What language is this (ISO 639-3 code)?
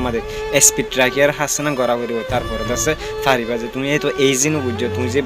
rhg